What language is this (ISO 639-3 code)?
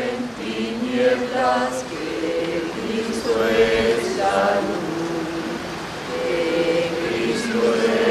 spa